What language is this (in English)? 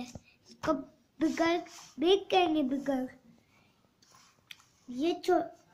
Hindi